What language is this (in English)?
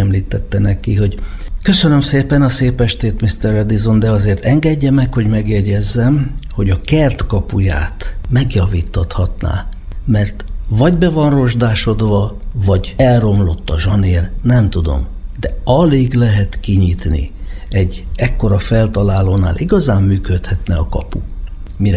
Hungarian